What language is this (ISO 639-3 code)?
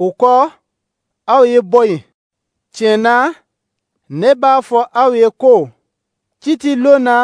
dyu